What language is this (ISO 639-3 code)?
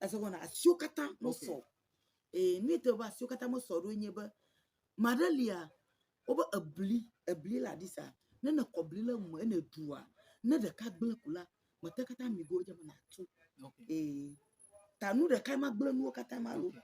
ewe